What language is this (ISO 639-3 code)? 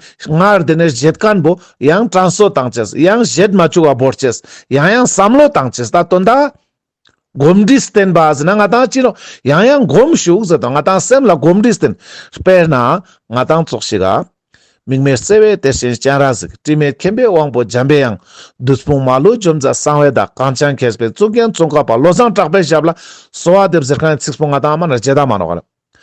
lbj